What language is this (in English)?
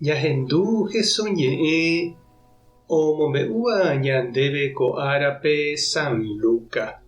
Guarani